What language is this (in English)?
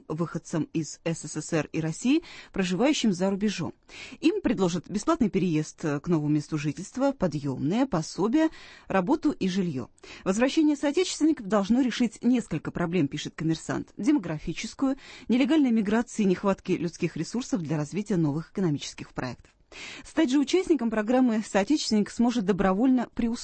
Russian